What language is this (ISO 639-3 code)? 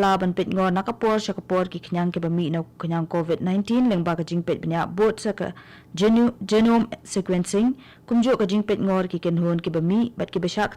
kha